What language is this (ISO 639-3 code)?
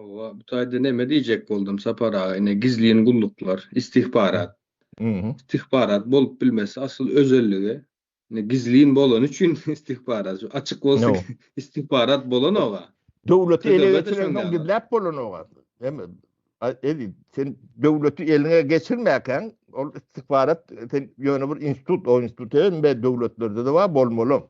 tuk